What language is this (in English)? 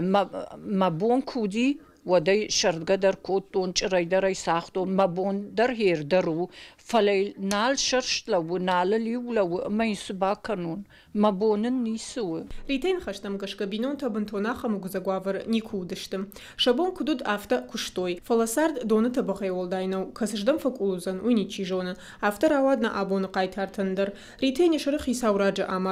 Ossetic